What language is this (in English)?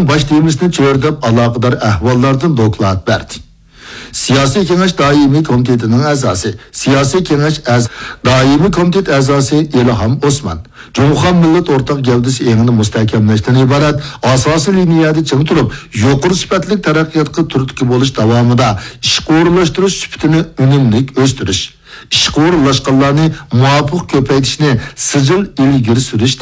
Uyghur